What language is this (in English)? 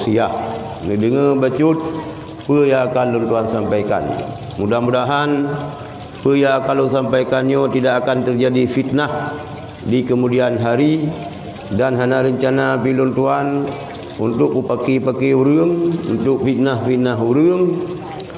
Achinese